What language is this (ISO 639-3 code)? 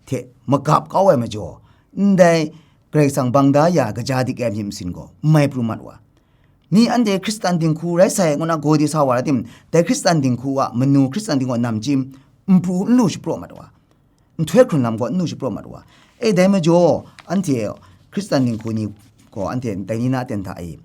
kac